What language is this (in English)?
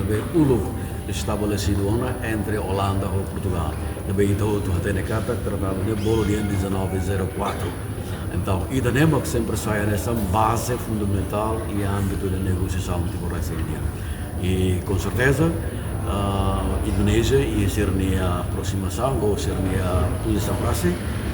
Tetum